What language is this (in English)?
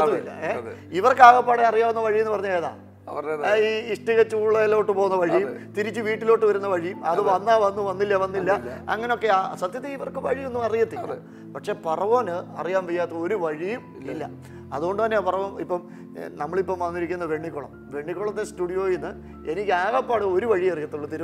Malayalam